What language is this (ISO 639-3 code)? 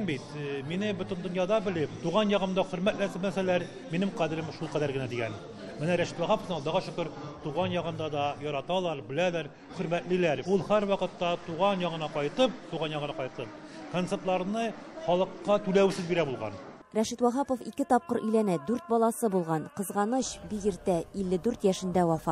tat